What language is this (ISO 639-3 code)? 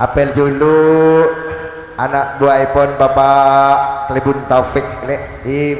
mad